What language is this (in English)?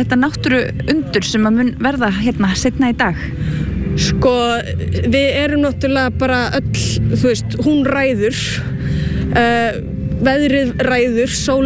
Icelandic